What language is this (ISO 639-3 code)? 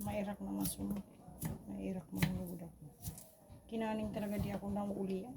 bik